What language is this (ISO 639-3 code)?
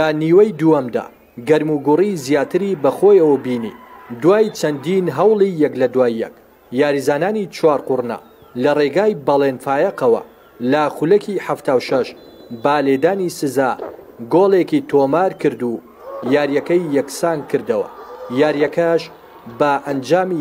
ckb